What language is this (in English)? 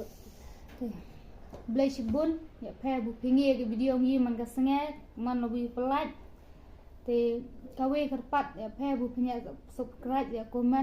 Khasi